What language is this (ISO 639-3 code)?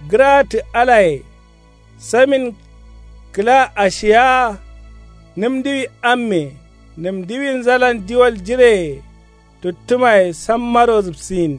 kau